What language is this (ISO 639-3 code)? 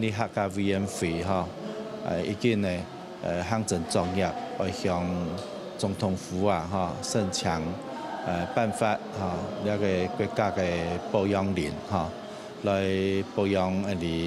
hak